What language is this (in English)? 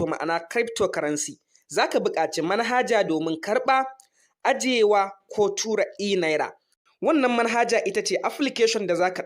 Hausa